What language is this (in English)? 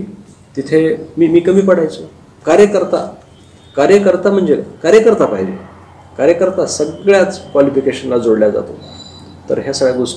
Marathi